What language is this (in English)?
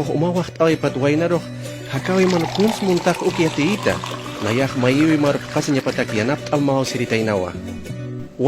Aymara